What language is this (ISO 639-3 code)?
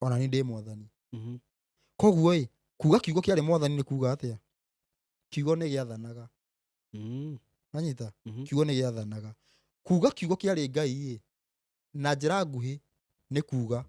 kik